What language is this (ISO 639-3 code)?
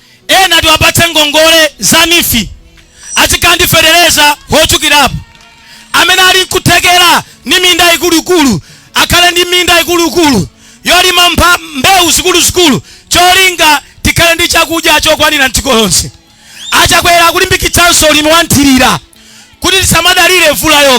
nya